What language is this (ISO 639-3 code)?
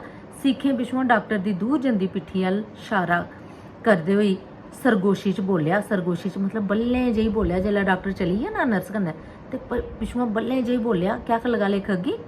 doi